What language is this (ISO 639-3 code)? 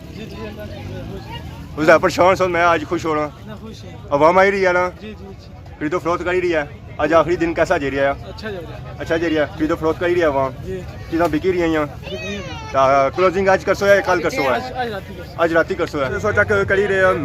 phr